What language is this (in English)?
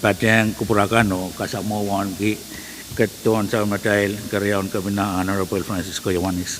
Pohnpeian